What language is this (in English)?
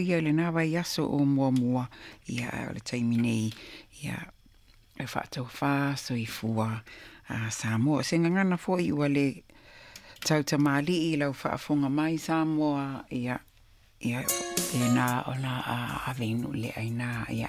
Samoan